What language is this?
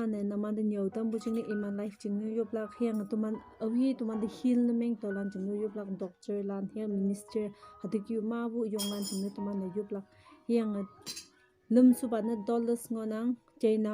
Konyak Naga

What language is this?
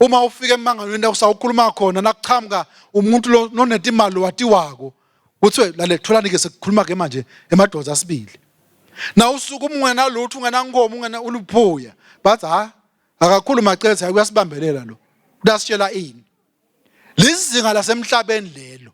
Swati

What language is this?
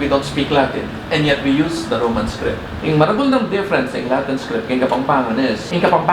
Pampanga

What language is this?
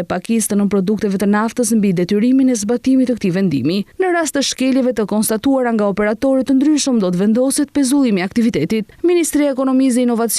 Albanian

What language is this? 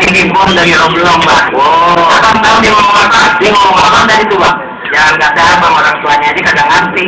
Betawi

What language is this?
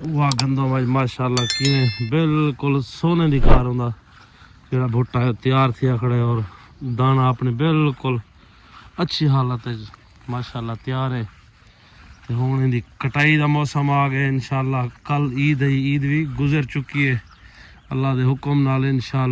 Saraiki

